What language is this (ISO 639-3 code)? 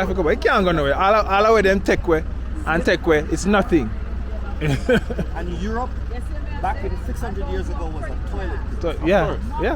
jam